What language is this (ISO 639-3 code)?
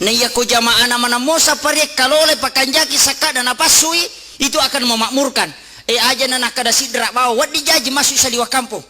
bug